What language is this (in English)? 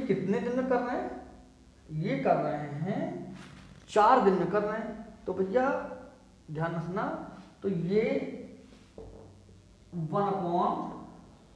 Hindi